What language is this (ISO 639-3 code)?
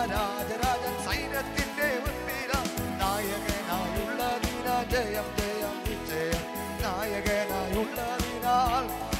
mal